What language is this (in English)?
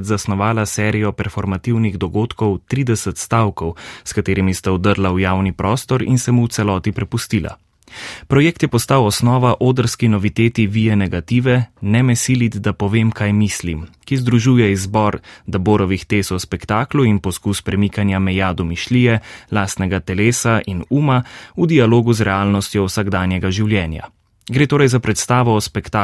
Slovenian